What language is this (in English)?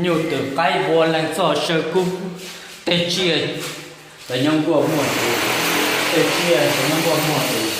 Hmong